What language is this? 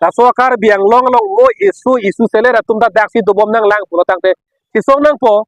Karbi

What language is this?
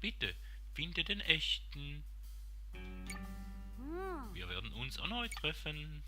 Swiss German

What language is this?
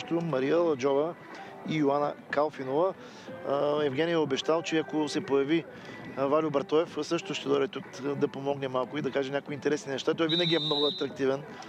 Bulgarian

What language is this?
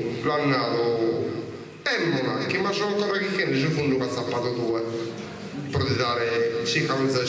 Sardinian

